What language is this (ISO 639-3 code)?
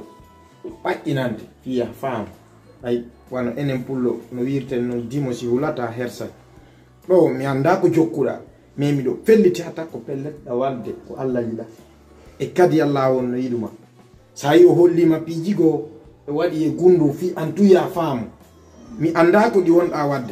ful